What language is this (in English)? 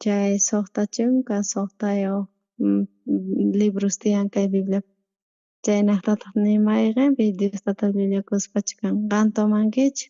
South Bolivian Quechua